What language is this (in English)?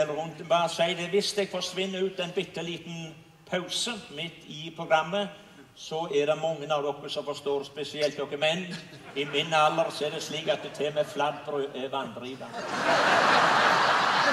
Norwegian